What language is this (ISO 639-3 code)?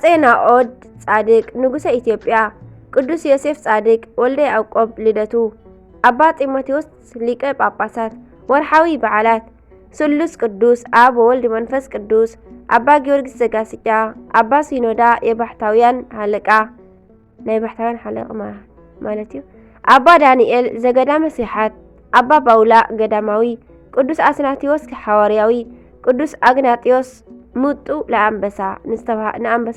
tir